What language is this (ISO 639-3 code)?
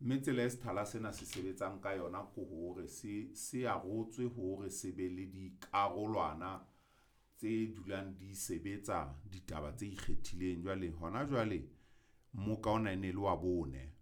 sot